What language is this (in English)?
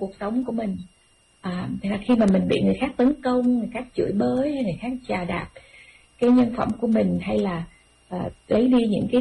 Vietnamese